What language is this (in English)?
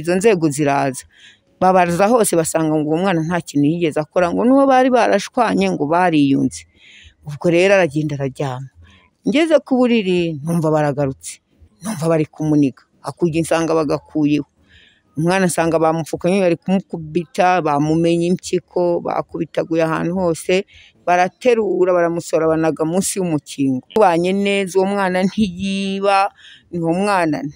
Kinyarwanda